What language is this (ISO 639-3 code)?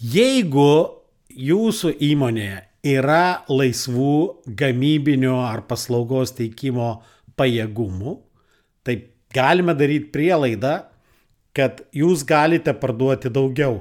lit